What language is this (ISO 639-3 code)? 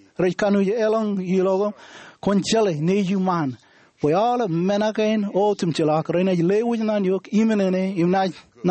mah